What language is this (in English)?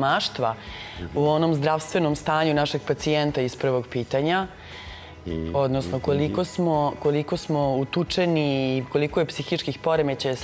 Serbian